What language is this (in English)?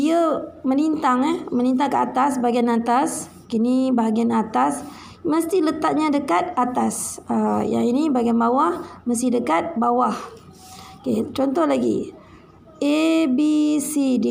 Malay